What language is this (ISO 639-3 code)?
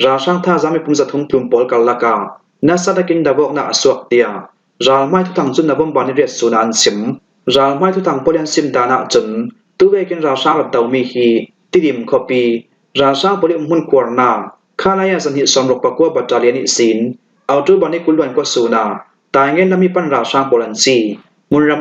cfm